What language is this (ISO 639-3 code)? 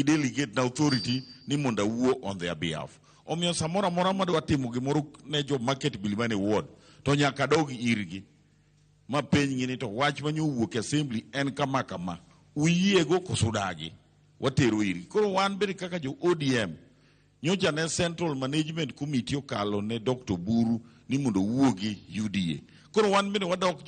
luo